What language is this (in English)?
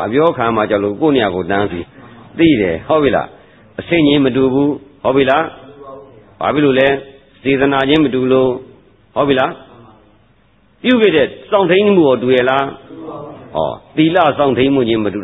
Burmese